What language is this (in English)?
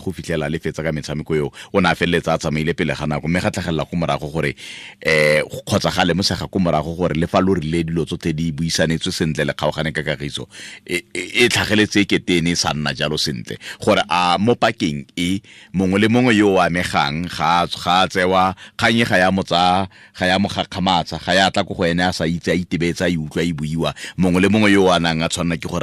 Tswana